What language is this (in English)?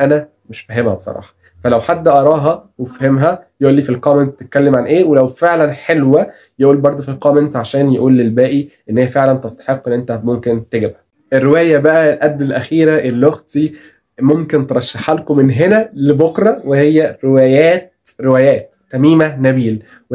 Egyptian Arabic